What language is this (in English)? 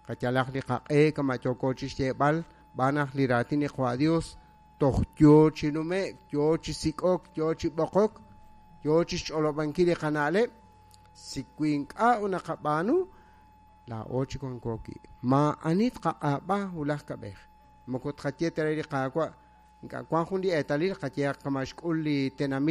Kekchí